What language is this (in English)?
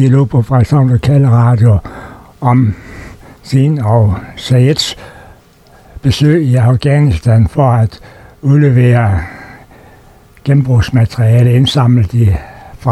Danish